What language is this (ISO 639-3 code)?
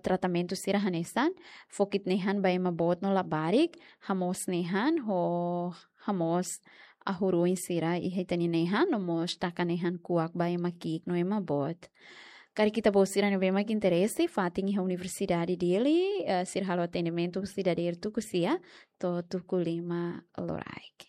tet